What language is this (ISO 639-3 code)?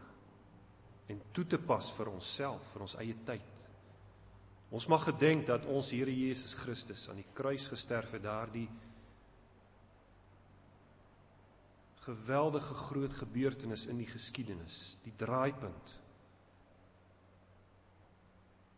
afr